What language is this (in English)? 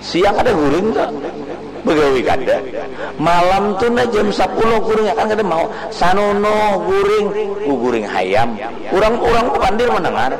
Banjar